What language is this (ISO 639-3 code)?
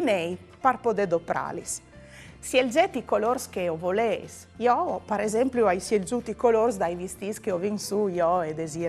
fur